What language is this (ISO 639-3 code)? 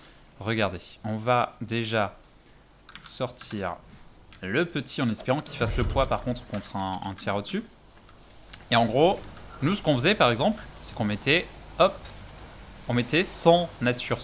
fra